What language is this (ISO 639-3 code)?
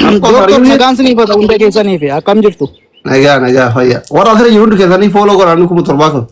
orm